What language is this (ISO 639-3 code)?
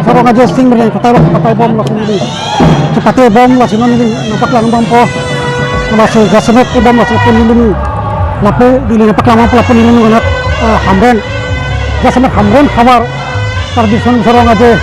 mjw